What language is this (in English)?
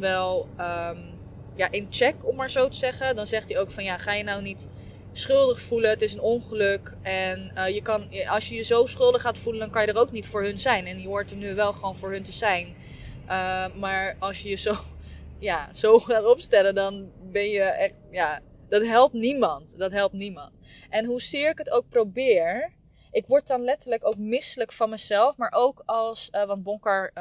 Dutch